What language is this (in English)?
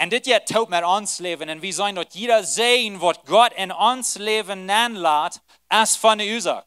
Plautdietsch